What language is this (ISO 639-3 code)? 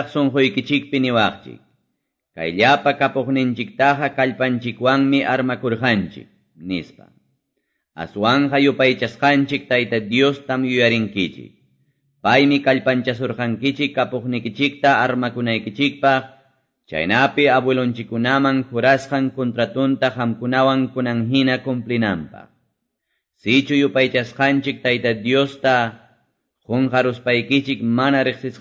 que